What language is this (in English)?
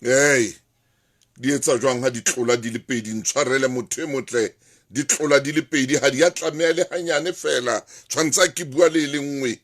Southern Sotho